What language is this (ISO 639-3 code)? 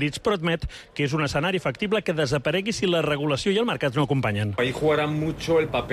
cat